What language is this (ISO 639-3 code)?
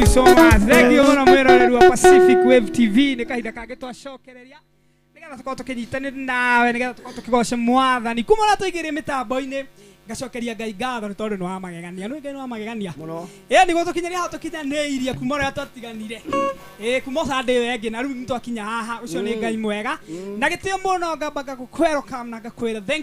kik